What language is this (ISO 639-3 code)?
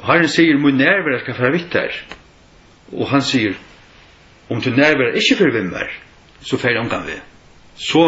fao